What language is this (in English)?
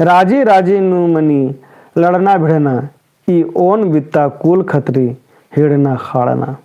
Kurukh